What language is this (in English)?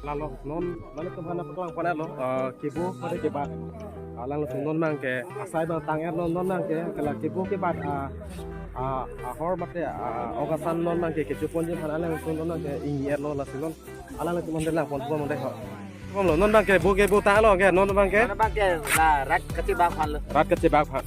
Karbi